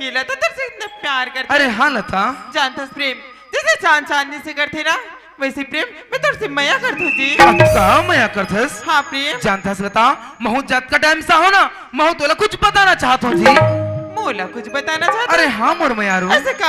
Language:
Chhattisgarhi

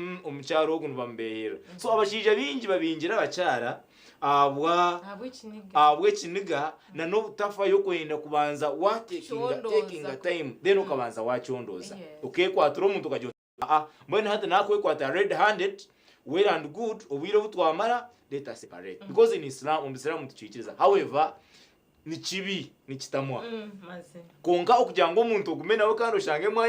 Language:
Nyankole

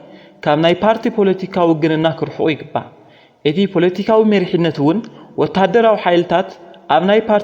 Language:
Tigrinya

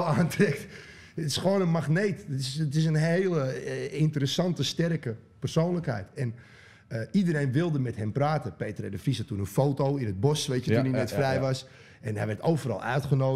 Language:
Dutch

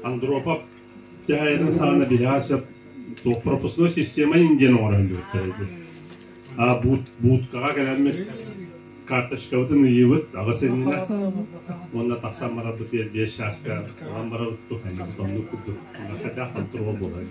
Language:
Yakut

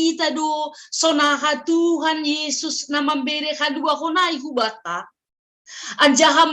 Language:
Batak Simalungun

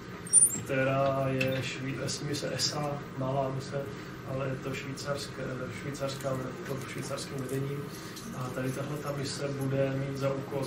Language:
Czech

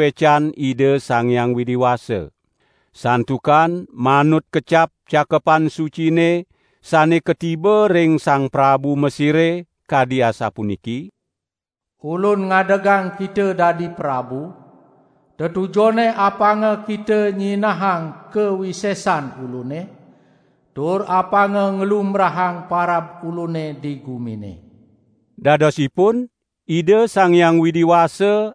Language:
Balinese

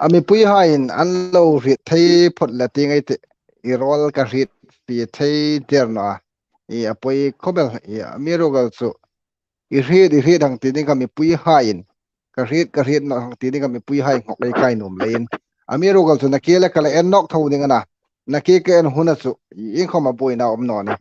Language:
Hmar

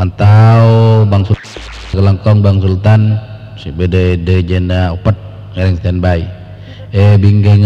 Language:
Madurese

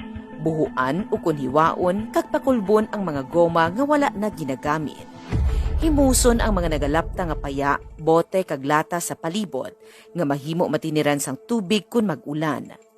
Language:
Hiligaynon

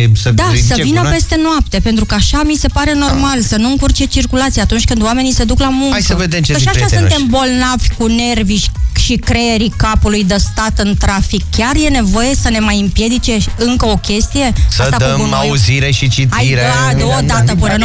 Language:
Romanian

